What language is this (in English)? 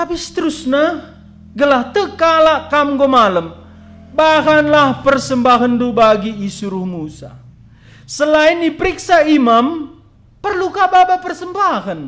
Batak Karo